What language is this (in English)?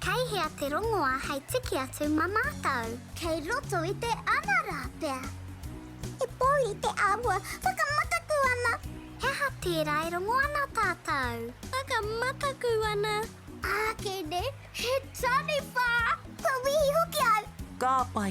Māori